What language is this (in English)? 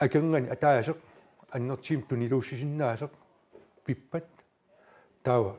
Kalaallisut